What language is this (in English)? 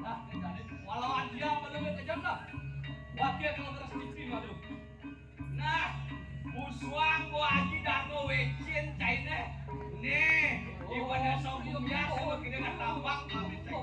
Balinese